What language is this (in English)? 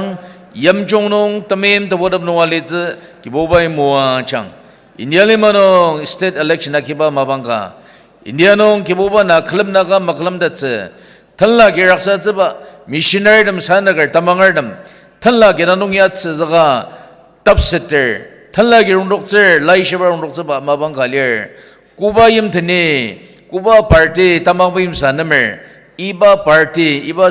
Ao Naga